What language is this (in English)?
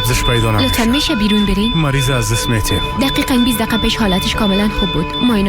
Persian